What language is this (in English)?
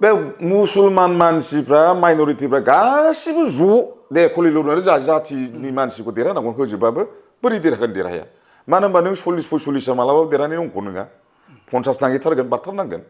Bodo